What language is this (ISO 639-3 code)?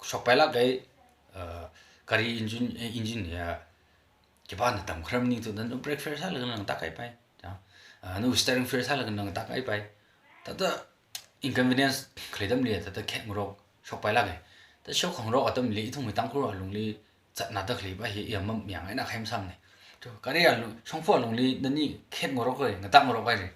nmf